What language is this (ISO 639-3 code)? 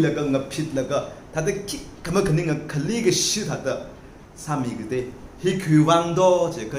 nmf